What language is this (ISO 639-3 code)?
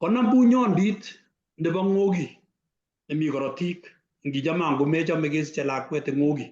kln